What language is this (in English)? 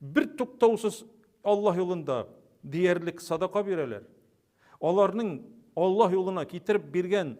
Tatar